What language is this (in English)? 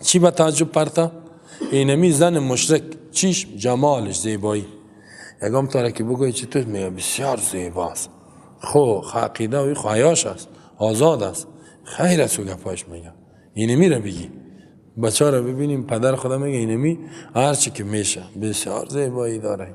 Persian